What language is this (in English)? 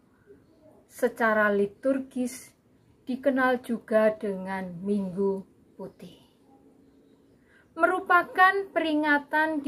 Indonesian